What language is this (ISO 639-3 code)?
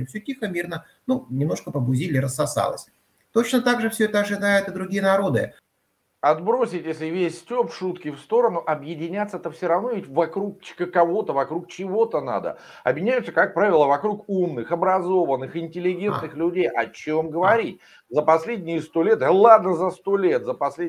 rus